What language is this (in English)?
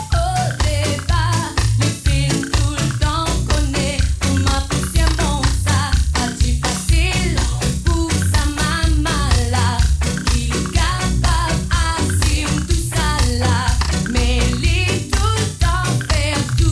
Morisyen